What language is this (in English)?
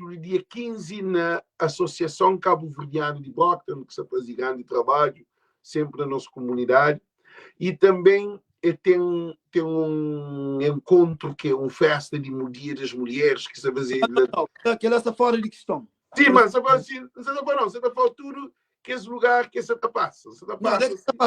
Kabuverdianu